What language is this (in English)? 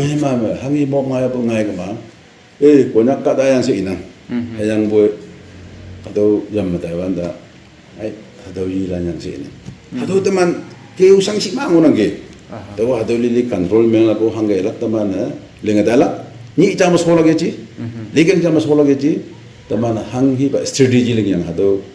Naga Pidgin